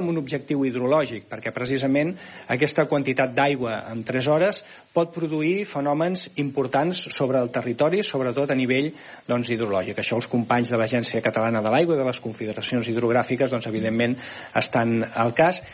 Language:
Catalan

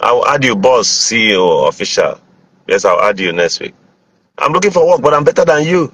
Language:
Igbo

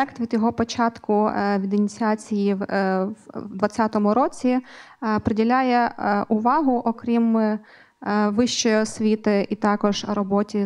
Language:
Ukrainian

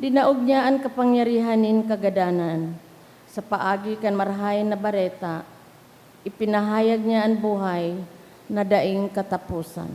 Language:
Bikol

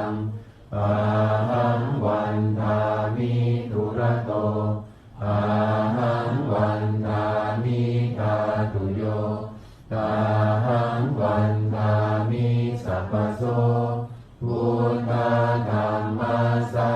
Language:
Pali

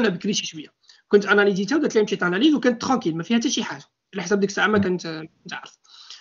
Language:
Moroccan Arabic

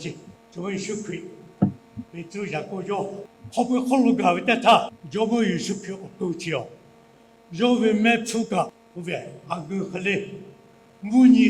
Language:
Lahu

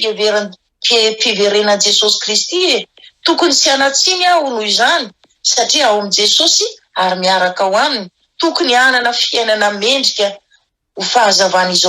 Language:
Malagasy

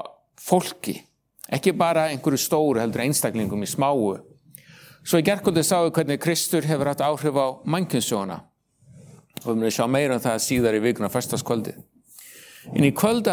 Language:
Icelandic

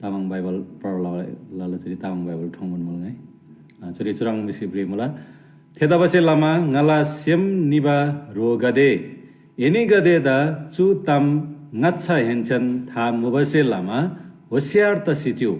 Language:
Eastern Tamang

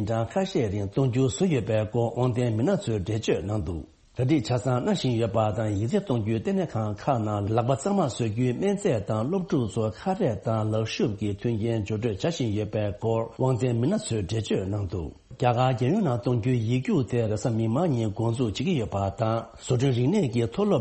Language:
Tibetan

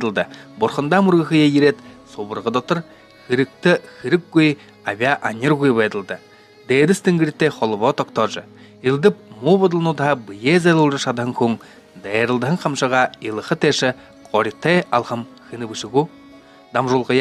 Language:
Buriat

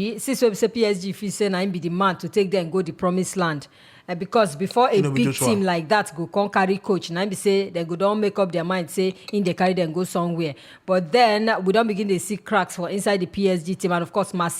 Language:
Nigerian Pidgin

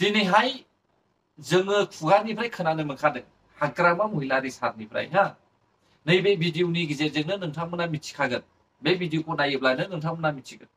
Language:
Bodo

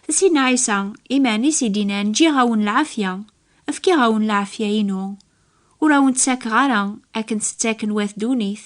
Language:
Kabyle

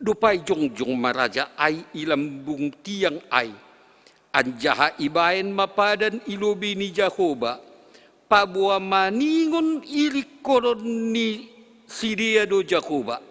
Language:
Batak Simalungun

